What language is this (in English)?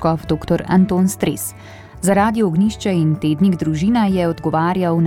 Slovenian